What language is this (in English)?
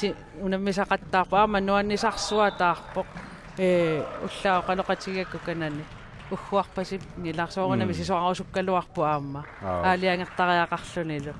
Kalaallisut